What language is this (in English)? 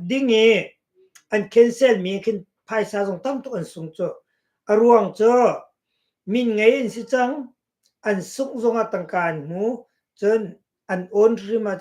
Hakha Chin